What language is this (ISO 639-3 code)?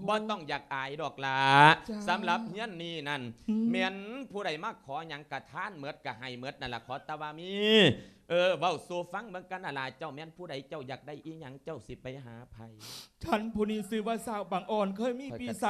lao